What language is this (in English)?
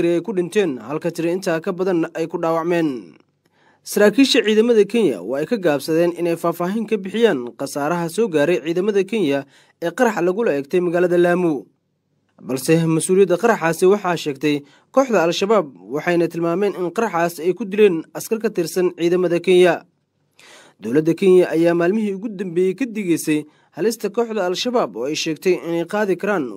Somali